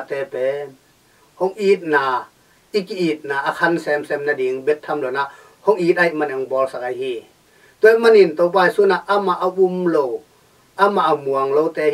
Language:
Tedim Chin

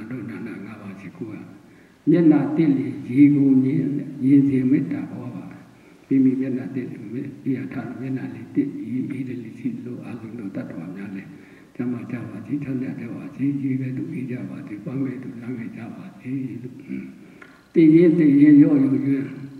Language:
Burmese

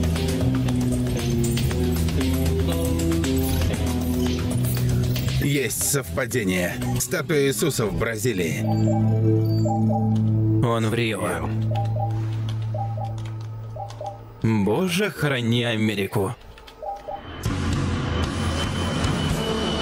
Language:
Russian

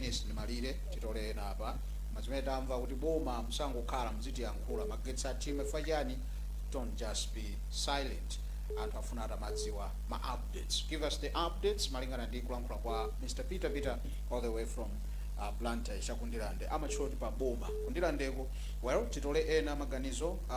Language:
Nyanja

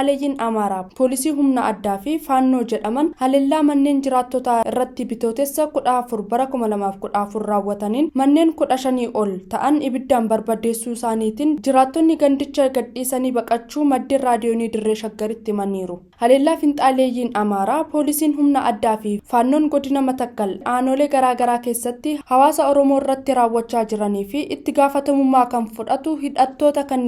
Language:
Oromo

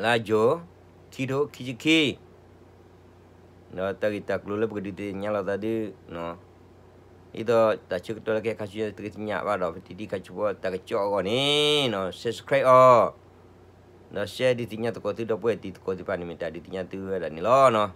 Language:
S'gaw Karen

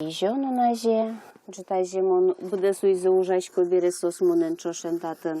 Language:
Udmurt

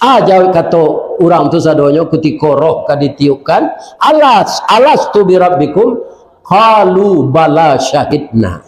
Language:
Minangkabau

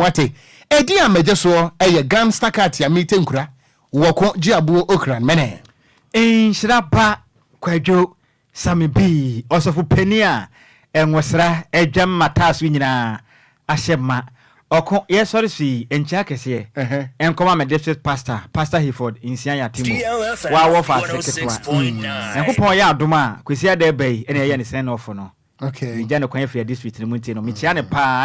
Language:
Akan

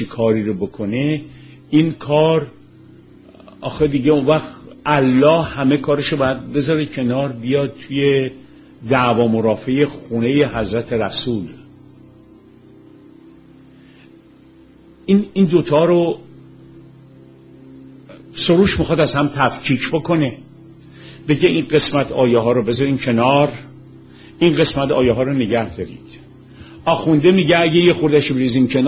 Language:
Persian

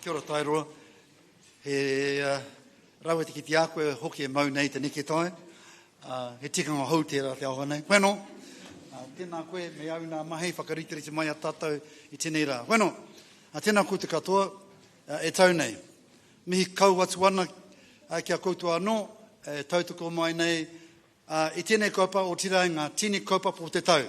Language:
Māori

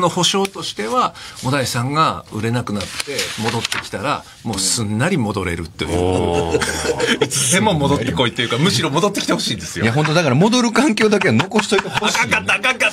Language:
Japanese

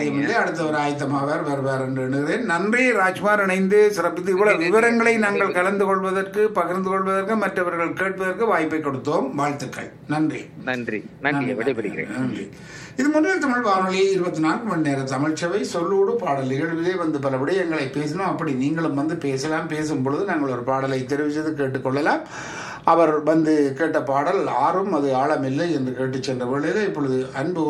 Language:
Tamil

